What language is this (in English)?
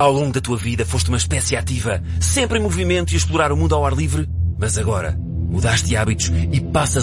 Portuguese